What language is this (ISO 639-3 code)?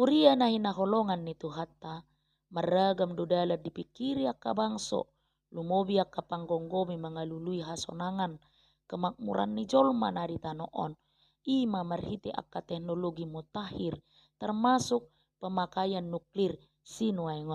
bbc